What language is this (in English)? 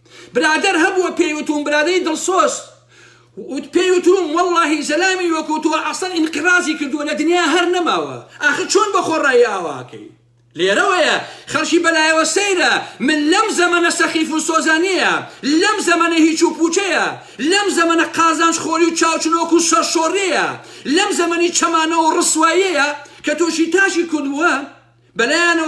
Central Kurdish